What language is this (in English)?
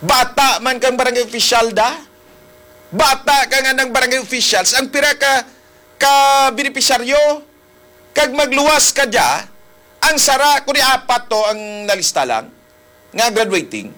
Hiligaynon